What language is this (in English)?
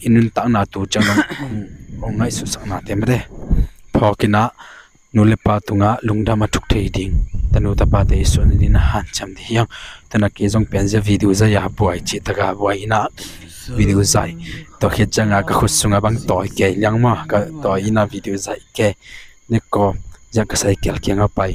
Tedim Chin